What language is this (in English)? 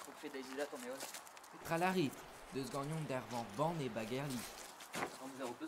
Breton